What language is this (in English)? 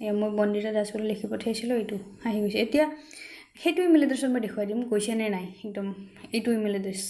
Assamese